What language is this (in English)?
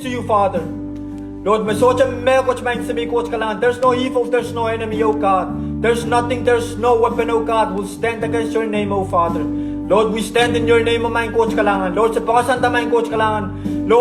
Pohnpeian